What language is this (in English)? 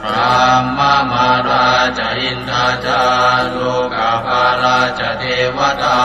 Pali